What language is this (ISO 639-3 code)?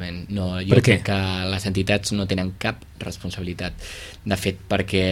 cat